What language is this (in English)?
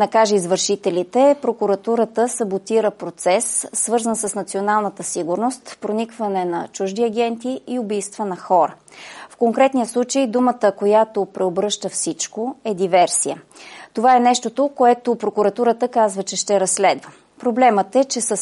Bulgarian